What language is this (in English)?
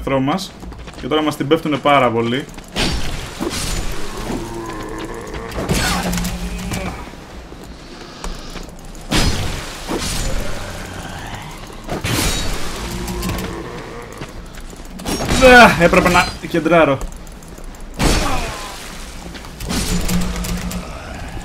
Greek